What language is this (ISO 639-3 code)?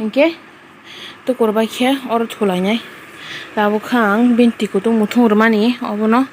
trp